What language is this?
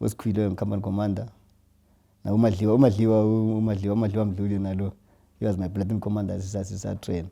North Ndebele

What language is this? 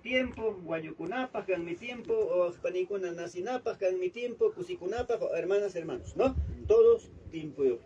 Ayacucho Quechua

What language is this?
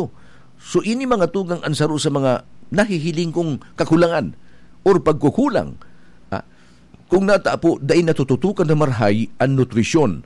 Bikol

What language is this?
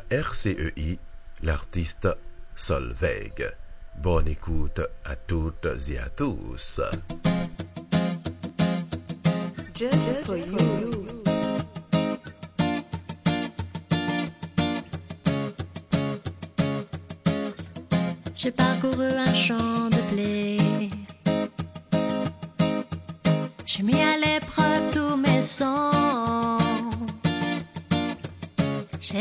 French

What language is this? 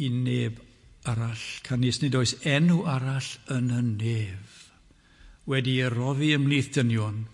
Welsh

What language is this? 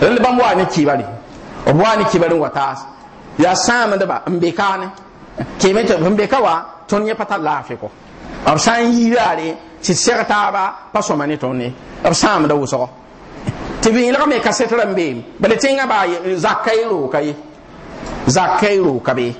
Mossi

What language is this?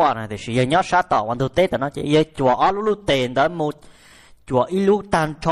Vietnamese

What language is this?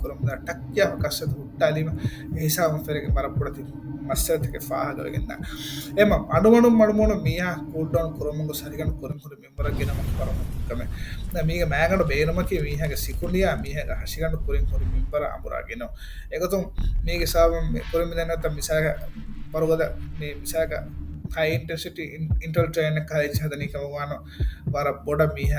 Divehi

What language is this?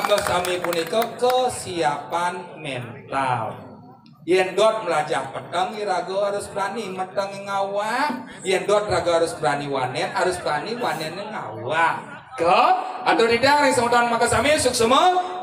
Balinese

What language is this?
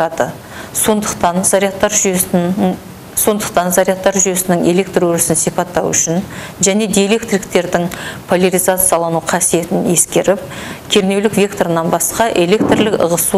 Kazakh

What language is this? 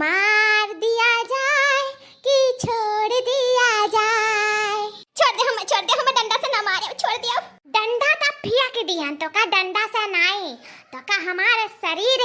Awadhi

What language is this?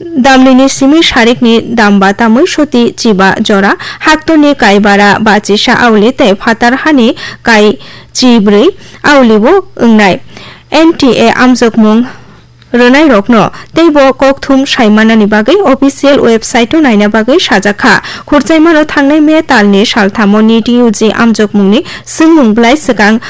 Kok Borok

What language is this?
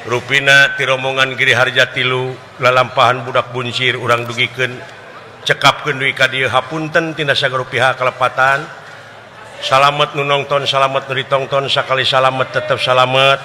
Sundanese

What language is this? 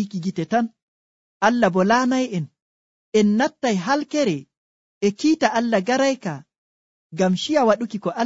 Nigerian Fulfulde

